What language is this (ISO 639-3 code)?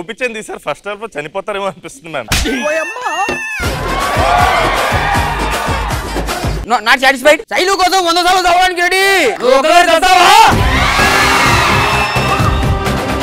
tel